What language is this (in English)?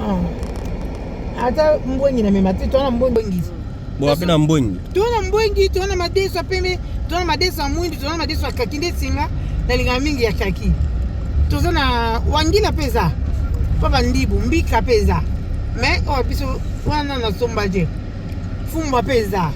Lingala